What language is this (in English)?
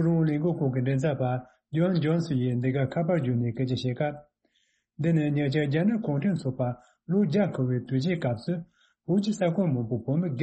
Tibetan